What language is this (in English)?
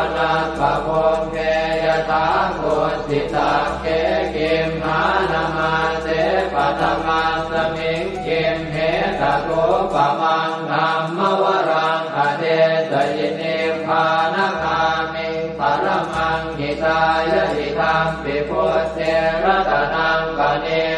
Pali